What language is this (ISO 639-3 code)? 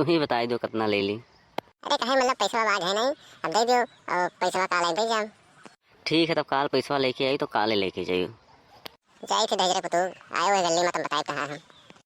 awa